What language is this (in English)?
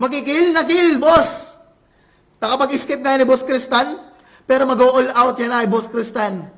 Waray